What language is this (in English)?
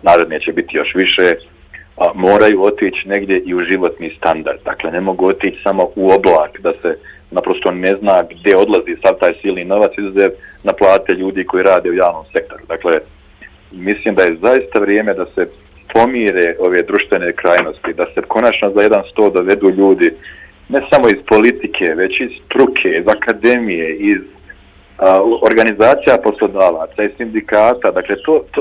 Bosnian